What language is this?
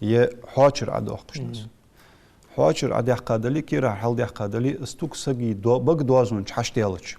Ingush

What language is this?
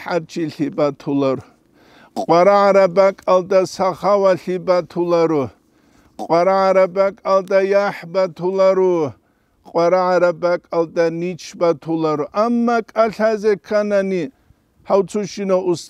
Avaric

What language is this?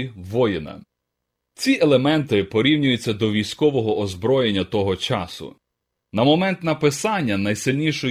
Ukrainian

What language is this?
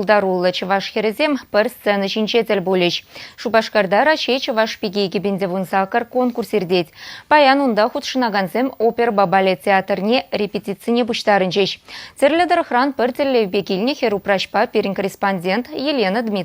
Chuvash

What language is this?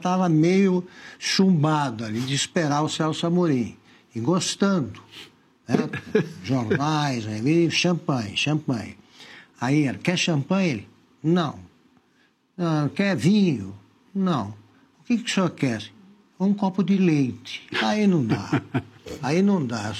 Portuguese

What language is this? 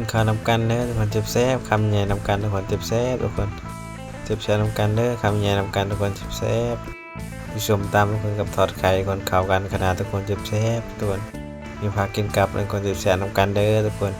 Northeastern Thai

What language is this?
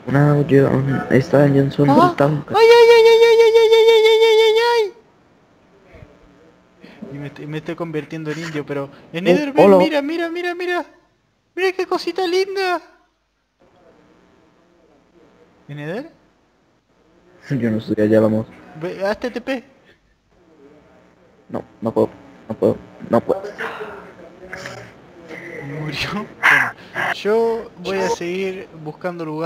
Spanish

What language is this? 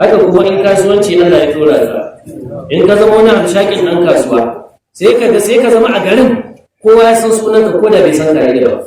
Hausa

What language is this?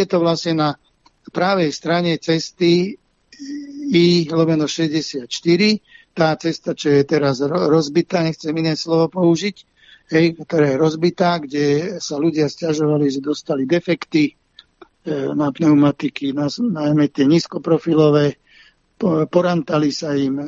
Slovak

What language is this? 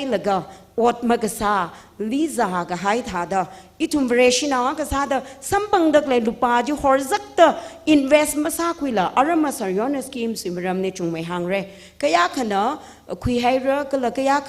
Tangkhul Naga (India)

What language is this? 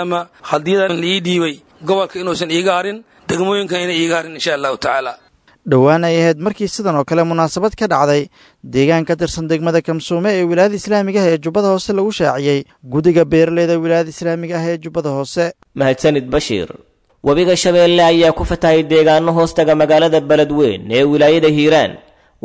Somali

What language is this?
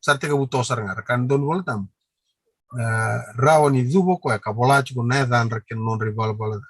Fijian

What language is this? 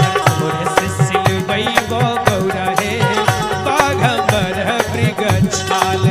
Magahi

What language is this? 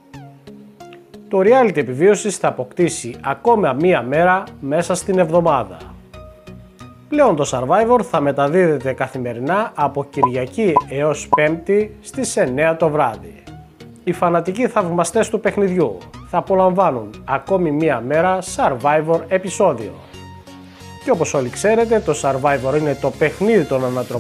Greek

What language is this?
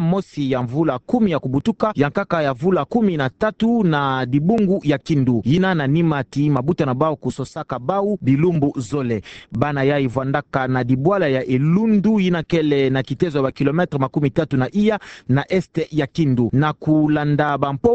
Kituba (Democratic Republic of Congo)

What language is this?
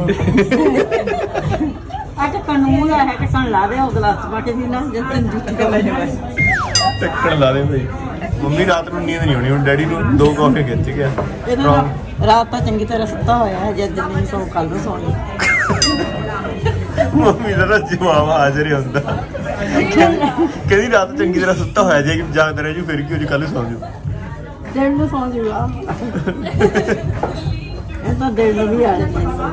Punjabi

